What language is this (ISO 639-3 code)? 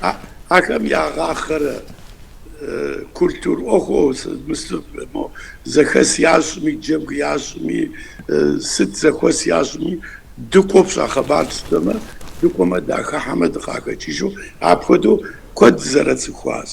kbd